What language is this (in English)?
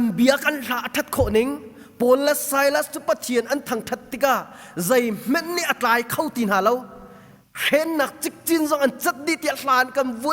Hakha Chin